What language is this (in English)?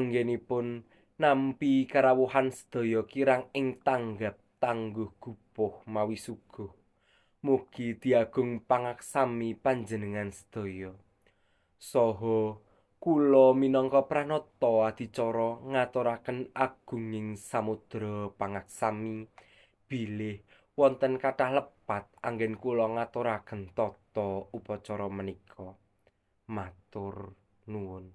Javanese